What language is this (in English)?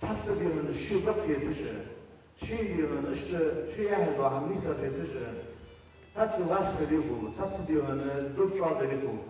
Ingush